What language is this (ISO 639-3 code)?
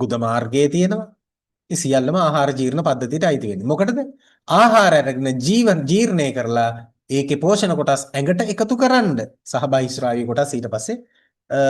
sin